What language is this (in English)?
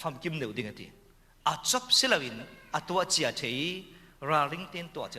Falam Chin